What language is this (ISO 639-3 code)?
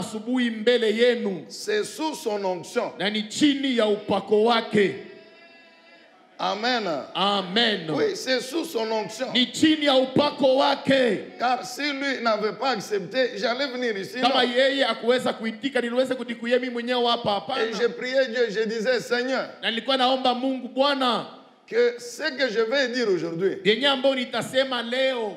swa